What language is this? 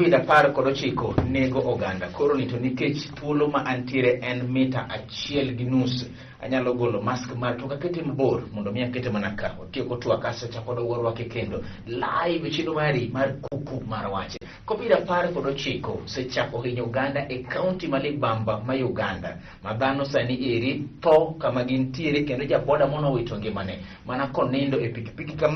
Luo (Kenya and Tanzania)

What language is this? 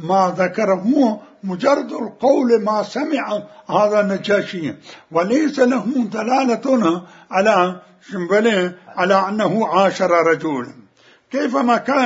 Mesopotamian Arabic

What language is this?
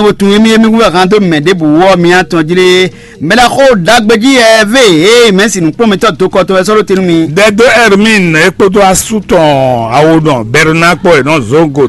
Fon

